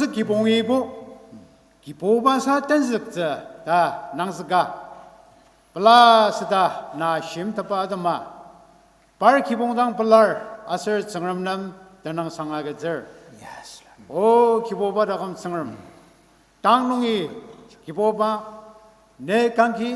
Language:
Ao Naga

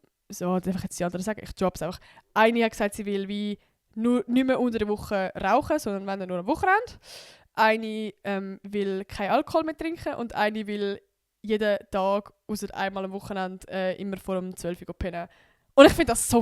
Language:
Swiss German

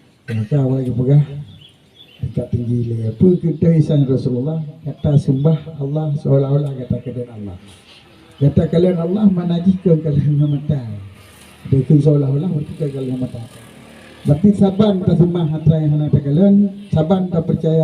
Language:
Achinese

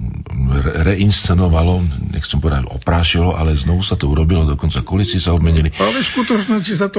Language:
Slovak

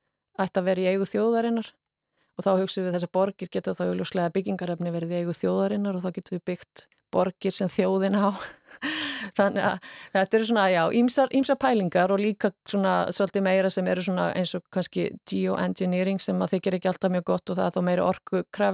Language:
Icelandic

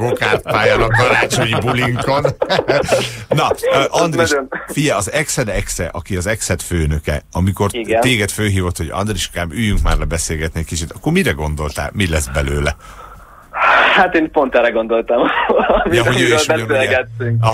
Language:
Hungarian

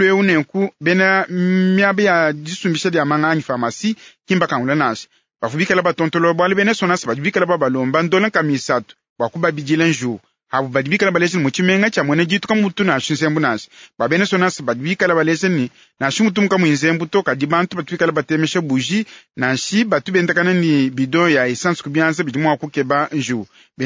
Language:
Luba-Lulua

